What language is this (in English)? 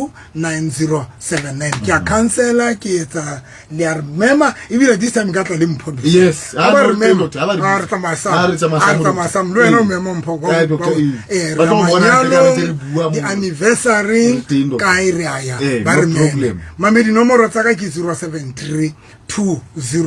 Southern Sotho